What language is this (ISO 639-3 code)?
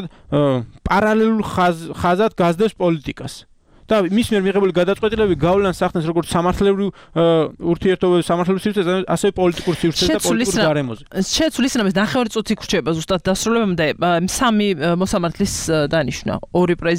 kat